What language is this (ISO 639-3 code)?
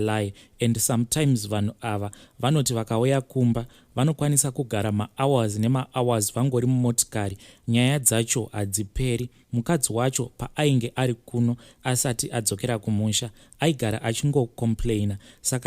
sna